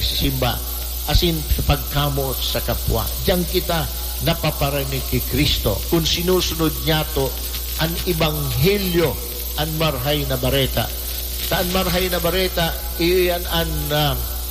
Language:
Bikol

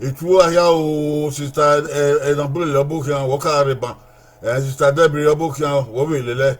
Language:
Bini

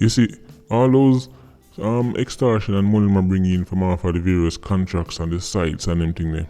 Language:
Jamaican Creole English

